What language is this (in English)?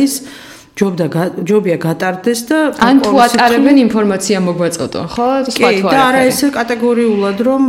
Georgian